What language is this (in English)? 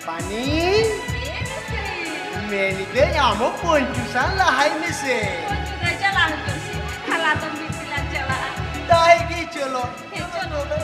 Santali